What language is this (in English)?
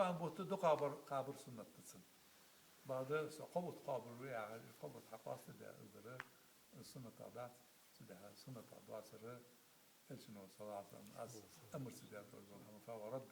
Ingush